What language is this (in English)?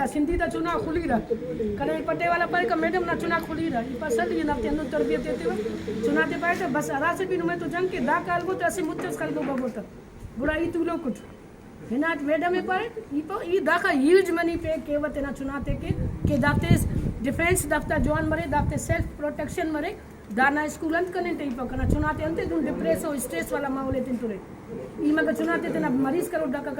Brahui